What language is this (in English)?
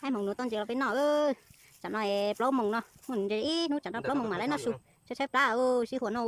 Hmong